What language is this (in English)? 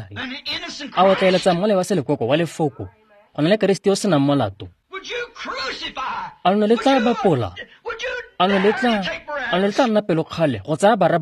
Tswana